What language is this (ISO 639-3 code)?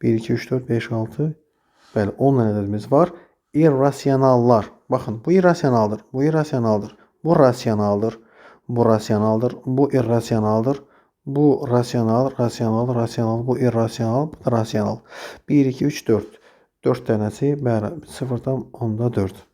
aze